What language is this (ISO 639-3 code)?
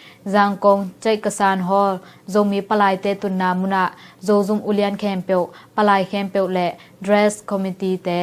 ctd